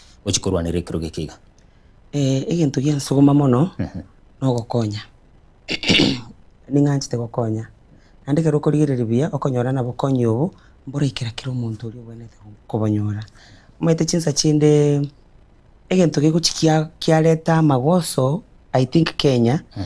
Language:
Gusii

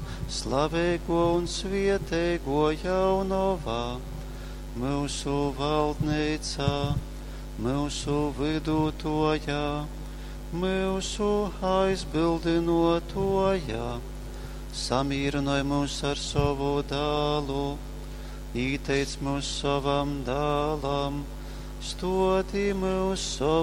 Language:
Latgalian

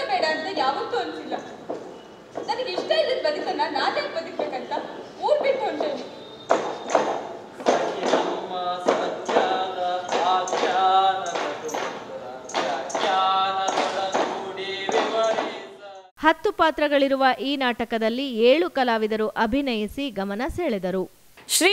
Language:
Kannada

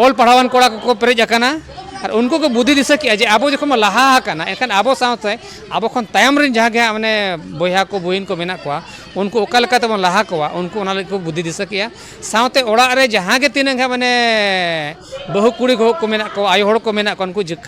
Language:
Santali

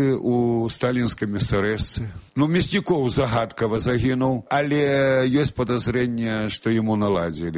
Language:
Belarusian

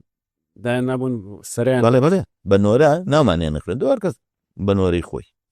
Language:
Central Kurdish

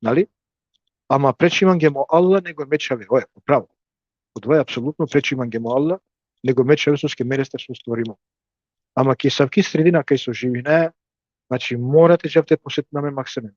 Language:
Balkan Romani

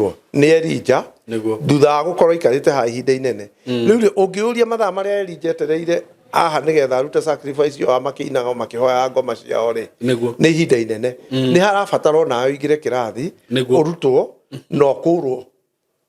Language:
Kikuyu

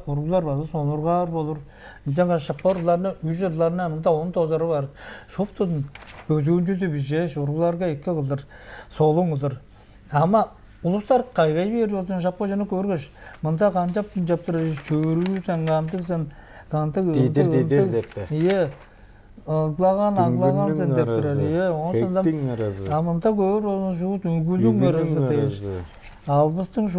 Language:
Tuvinian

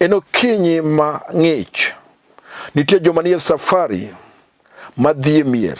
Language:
Luo (Kenya and Tanzania)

